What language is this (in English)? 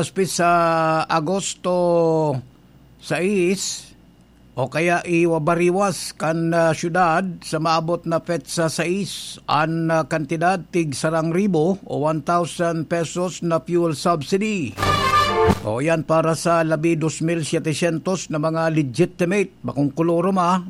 Bikol